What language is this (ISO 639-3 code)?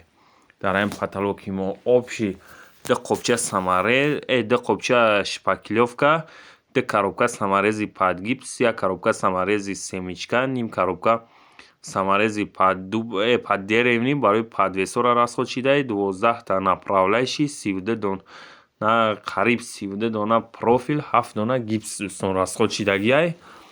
tgk